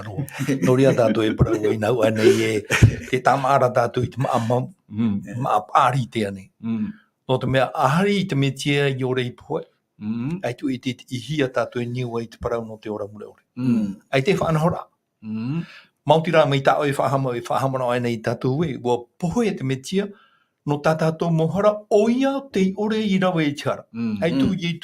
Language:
Tahitian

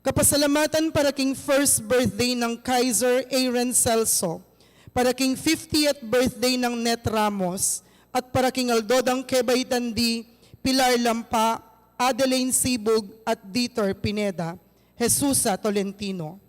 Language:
Pampanga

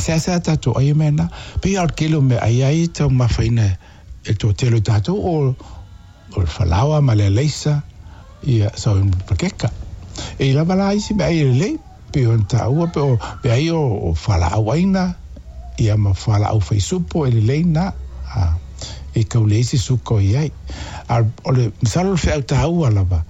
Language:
Samoan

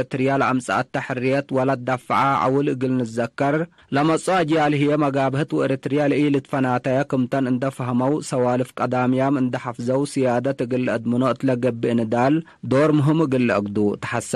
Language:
Tigre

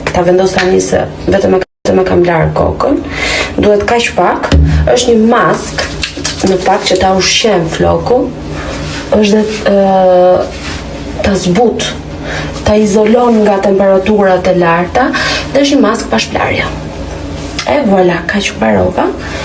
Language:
Albanian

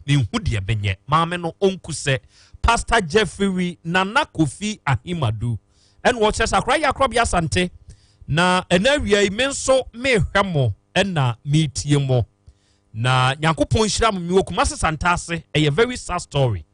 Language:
Akan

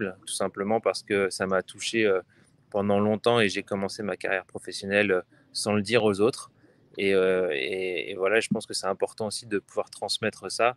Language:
French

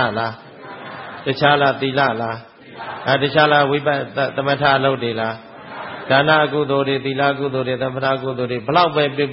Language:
Burmese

